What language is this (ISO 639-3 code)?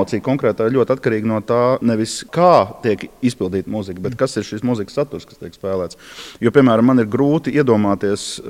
lav